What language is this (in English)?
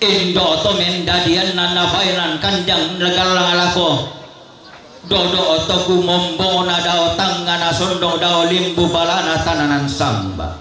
Toraja-Sa'dan